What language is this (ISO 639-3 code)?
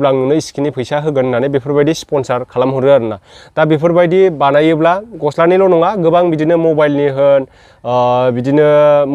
brx